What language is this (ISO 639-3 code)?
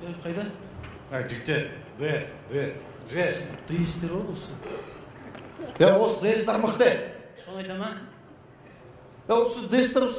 kaz